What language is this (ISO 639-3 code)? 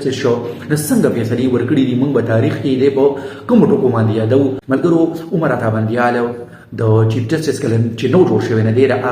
pus